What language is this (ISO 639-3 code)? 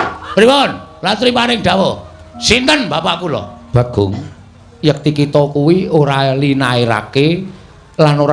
jav